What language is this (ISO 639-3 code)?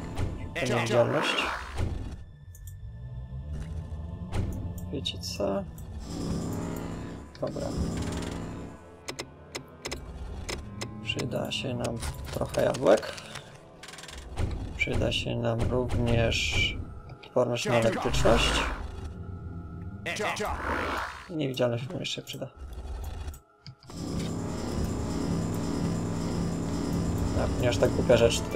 pol